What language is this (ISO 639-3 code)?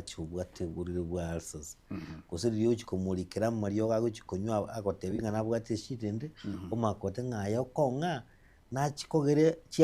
guz